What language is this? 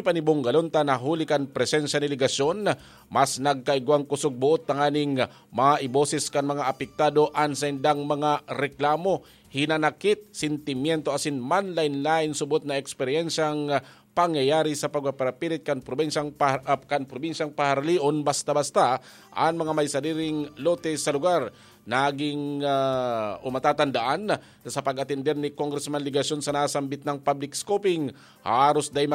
Bikol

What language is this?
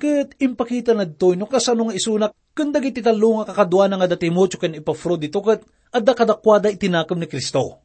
Iloko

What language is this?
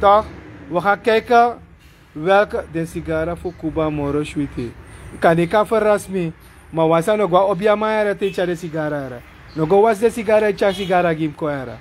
Sranan Tongo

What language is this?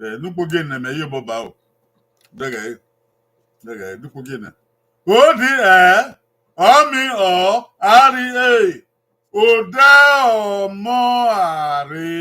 Bini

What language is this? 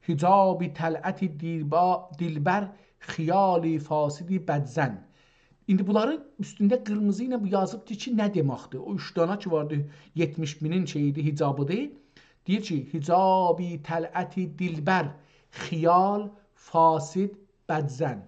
South Azerbaijani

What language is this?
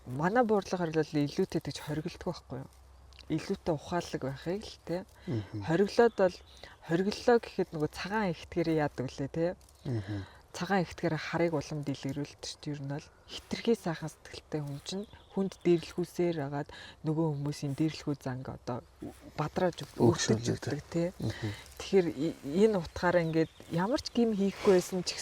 Mongolian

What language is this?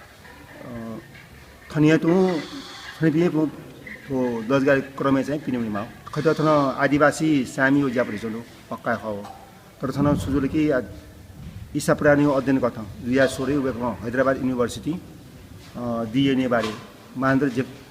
Newari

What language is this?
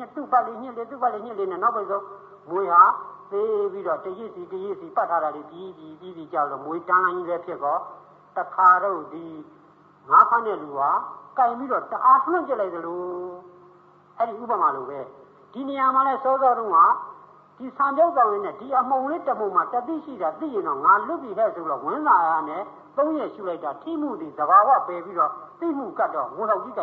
Burmese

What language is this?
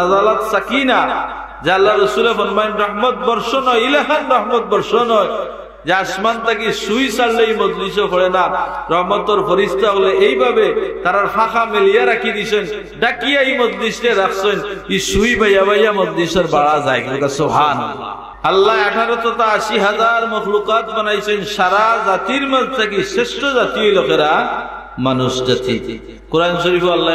Sylheti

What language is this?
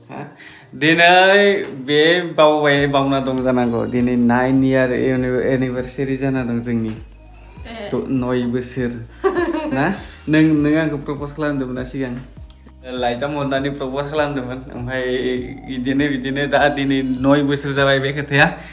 Bodo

